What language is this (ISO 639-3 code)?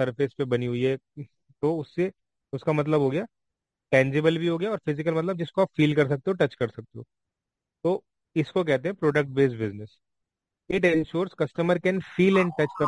hin